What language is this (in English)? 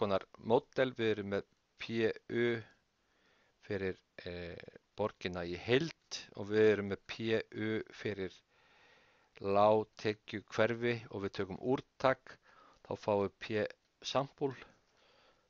Icelandic